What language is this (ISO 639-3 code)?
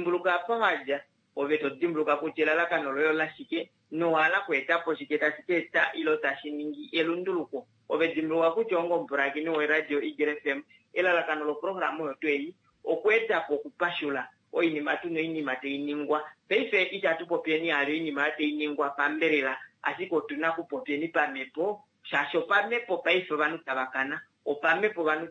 kua